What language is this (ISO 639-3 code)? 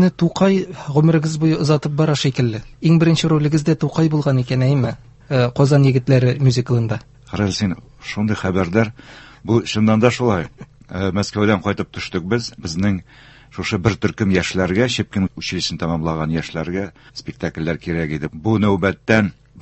tat